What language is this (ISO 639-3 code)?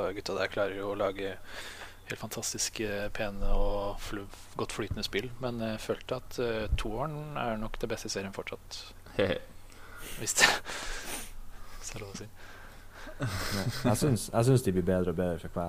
nor